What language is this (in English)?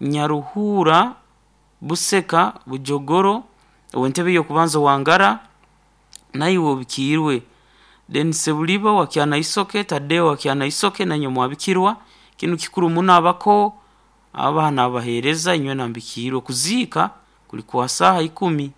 Nyankole